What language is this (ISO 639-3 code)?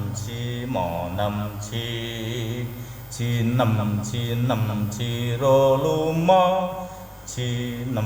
jav